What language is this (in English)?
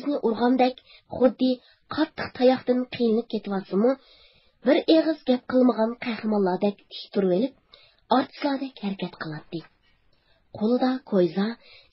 Uyghur